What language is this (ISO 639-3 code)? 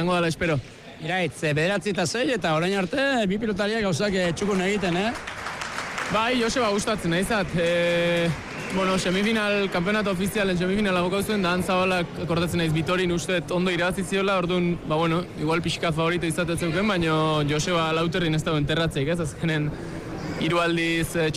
eus